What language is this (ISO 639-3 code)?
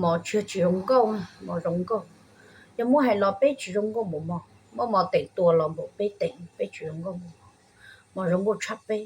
hmn